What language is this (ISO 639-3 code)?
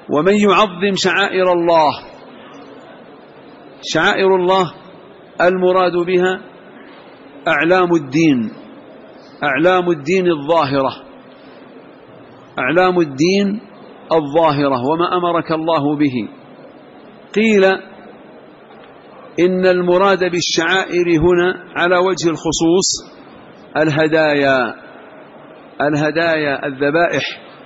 ara